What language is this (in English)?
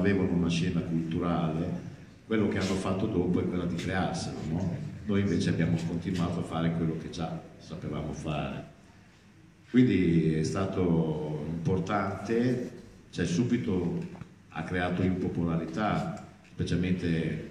Italian